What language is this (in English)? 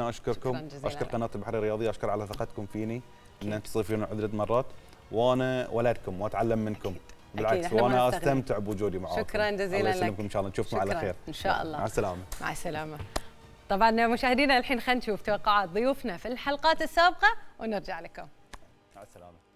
Gulf Arabic